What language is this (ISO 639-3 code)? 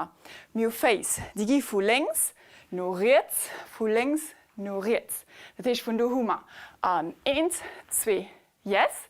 ltz